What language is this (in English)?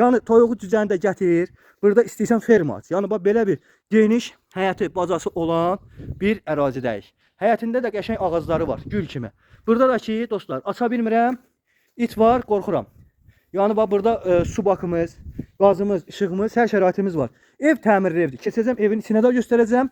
Azerbaijani